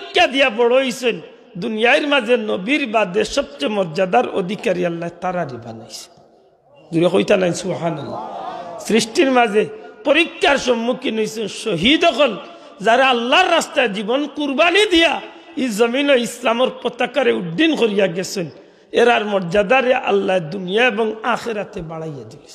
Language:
Sylheti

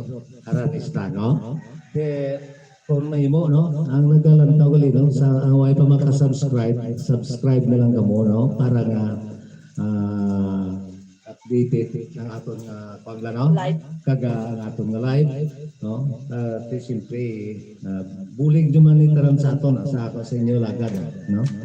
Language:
Hiligaynon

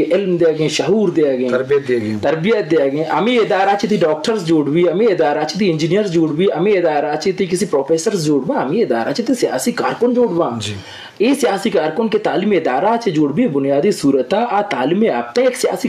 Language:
Eastern Balochi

